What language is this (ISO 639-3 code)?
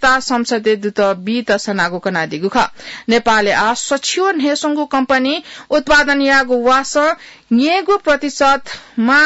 new